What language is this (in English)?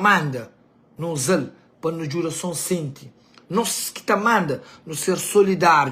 Kabuverdianu